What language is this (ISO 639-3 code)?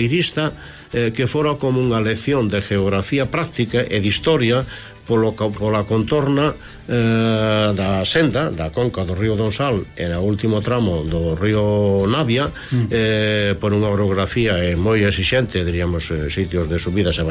glg